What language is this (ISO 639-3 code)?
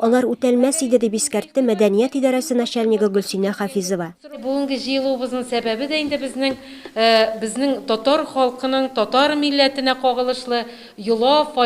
tat